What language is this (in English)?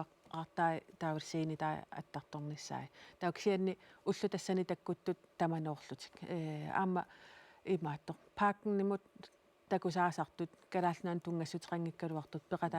Kalaallisut